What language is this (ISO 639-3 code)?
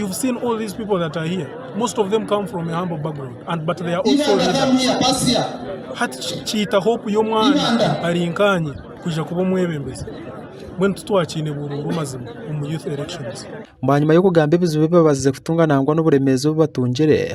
nyn